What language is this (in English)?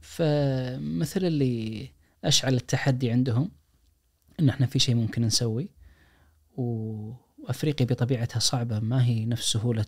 Najdi Arabic